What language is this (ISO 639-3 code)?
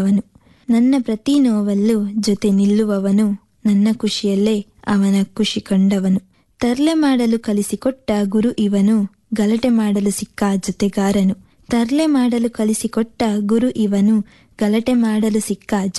kan